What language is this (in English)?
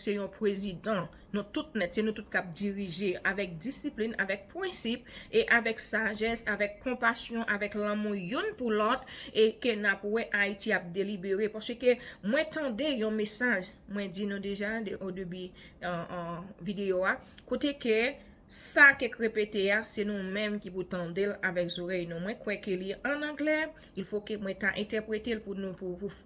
Haitian Creole